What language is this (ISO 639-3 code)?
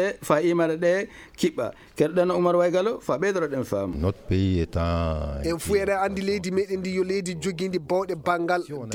ful